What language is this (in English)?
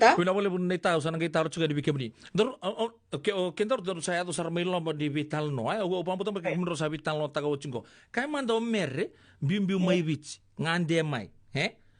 Fijian